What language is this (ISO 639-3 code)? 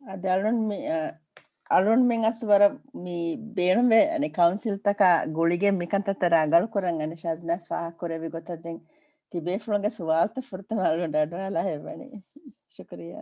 div